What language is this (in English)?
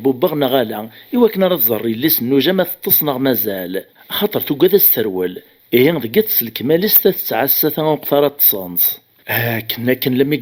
Kabyle